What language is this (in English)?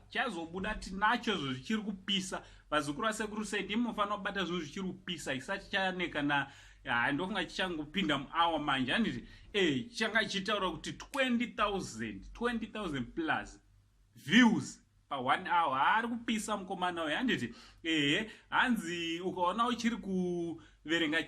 Shona